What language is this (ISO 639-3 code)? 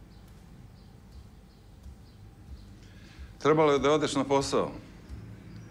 srp